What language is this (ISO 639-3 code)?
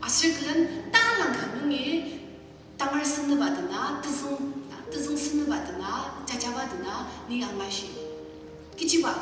njo